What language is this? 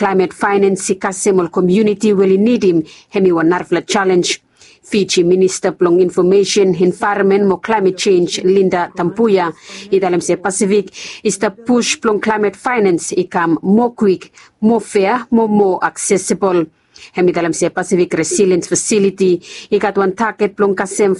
Bislama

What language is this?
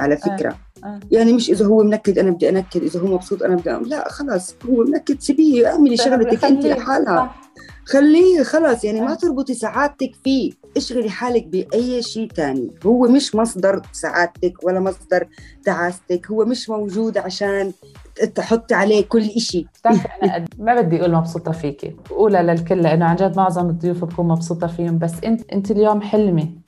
North Levantine Arabic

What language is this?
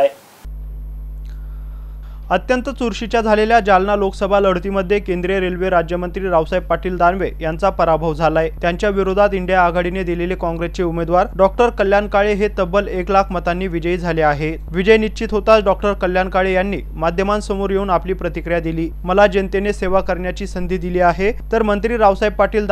Marathi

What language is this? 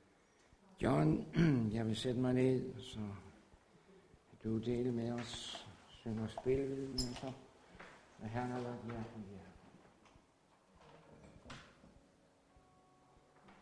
Danish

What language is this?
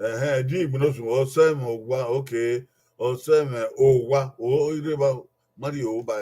Bini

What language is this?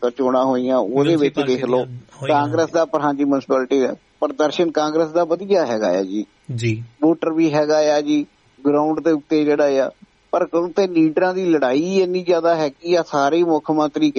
Punjabi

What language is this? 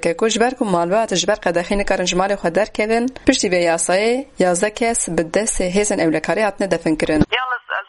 Kurdish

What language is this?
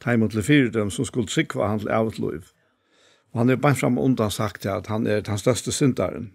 Faroese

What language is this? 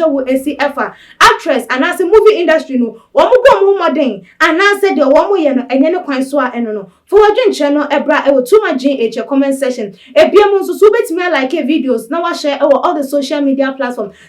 Akan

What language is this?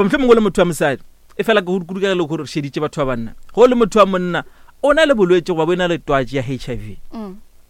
Northern Sotho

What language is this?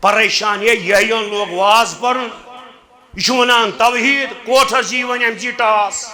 Kashmiri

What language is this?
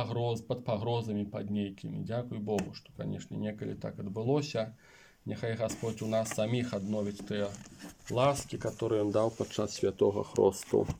Belarusian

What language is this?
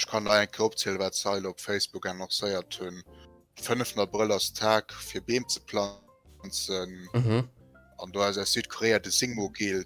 Luxembourgish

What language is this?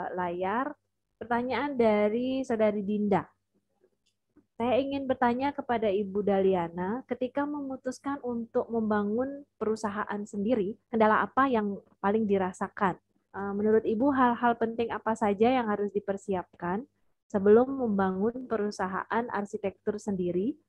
Indonesian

